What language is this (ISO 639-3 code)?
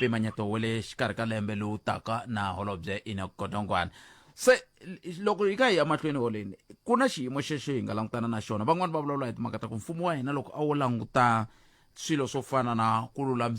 tso